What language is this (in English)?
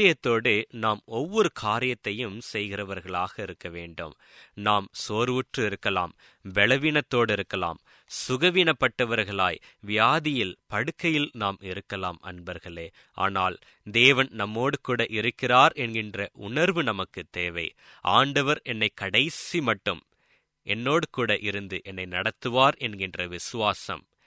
Tamil